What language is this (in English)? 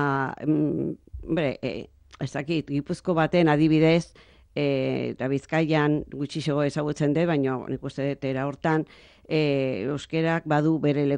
Basque